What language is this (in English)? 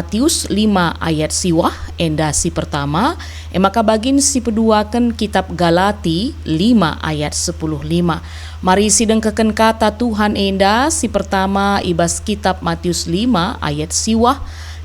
Batak Karo